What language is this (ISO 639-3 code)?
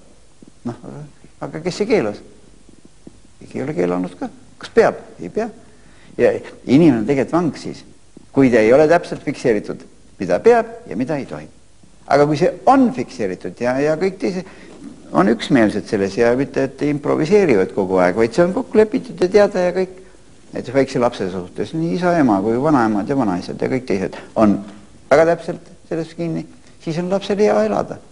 est